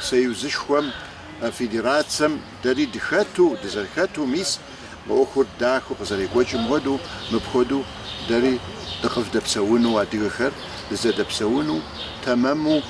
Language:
Kabardian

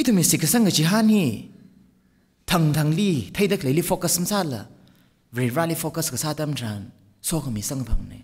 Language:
Tangkhul Naga (India)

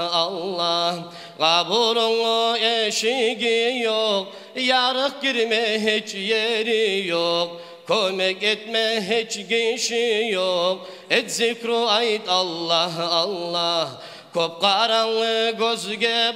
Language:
Kumyk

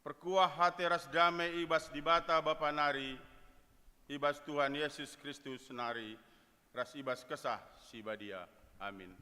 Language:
Batak Karo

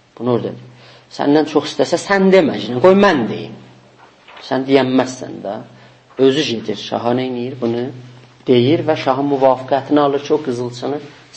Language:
South Azerbaijani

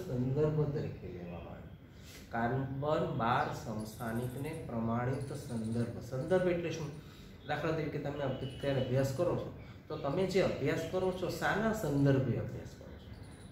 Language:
Gujarati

